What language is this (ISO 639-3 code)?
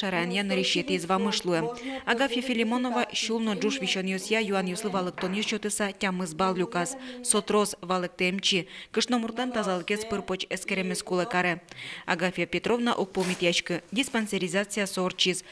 udm